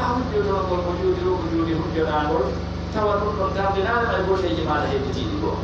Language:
Pular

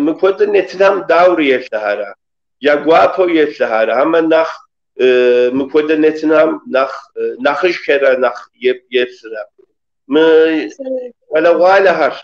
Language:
Kabardian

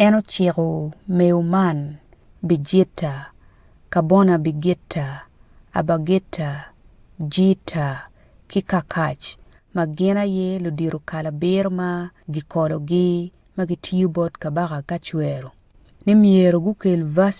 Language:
Acoli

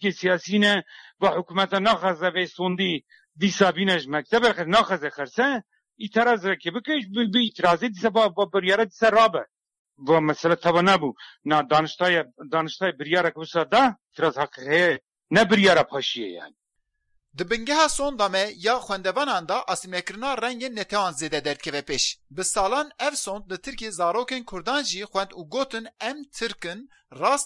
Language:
Kurdish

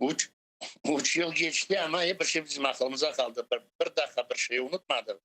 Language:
Crimean Tatar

